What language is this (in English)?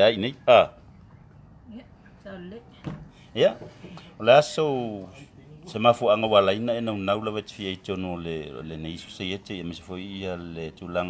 Samoan